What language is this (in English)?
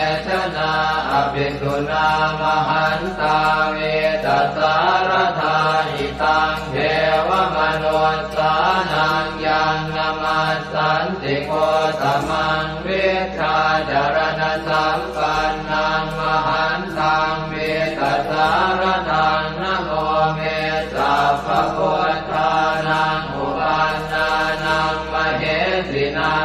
Pali